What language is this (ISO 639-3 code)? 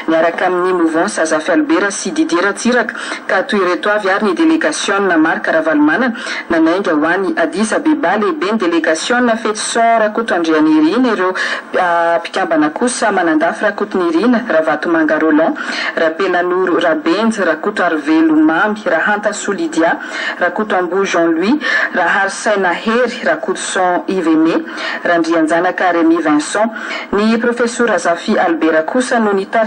mlg